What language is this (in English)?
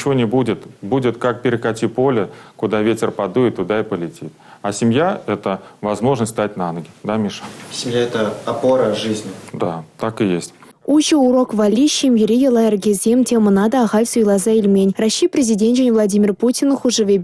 Chuvash